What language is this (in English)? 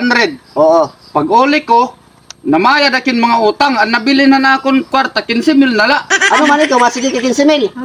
Waray